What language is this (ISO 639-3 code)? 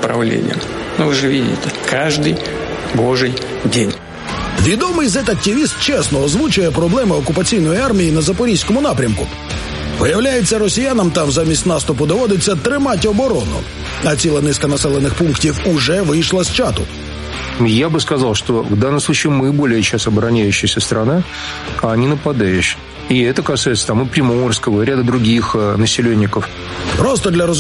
ukr